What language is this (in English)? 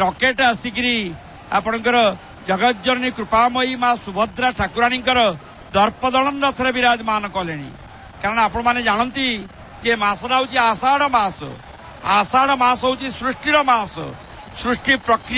Odia